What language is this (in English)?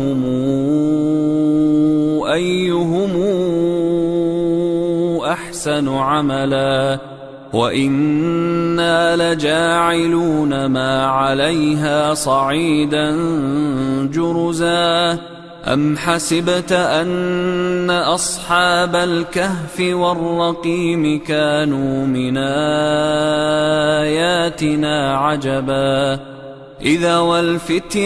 Arabic